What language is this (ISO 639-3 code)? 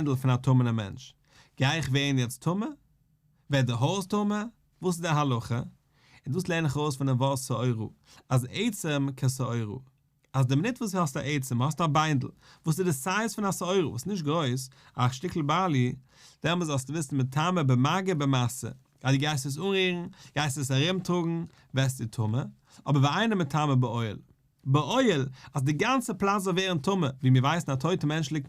yid